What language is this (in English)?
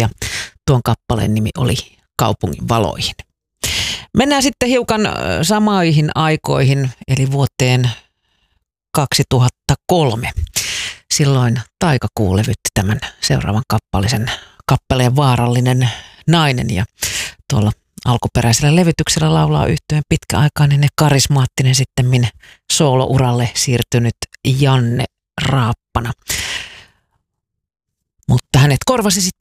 Finnish